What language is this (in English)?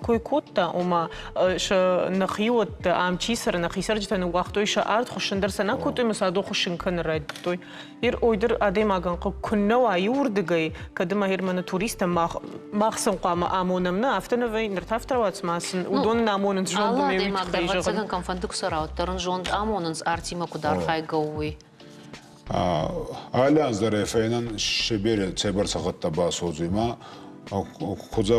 Ossetic